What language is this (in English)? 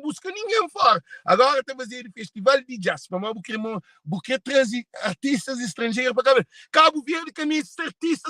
Kabuverdianu